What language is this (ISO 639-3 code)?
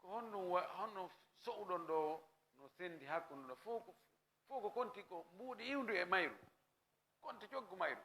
ful